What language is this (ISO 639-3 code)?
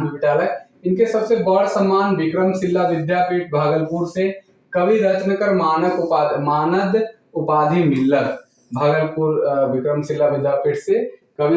sck